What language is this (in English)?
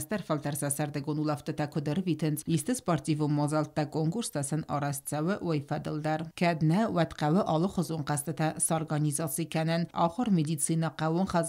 Ossetic